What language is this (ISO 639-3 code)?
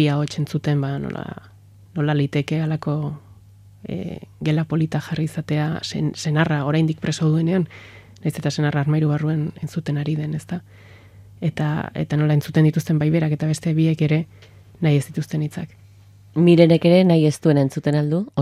eus